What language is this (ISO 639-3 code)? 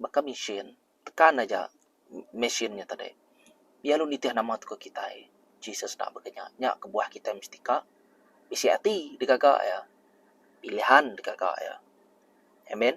iba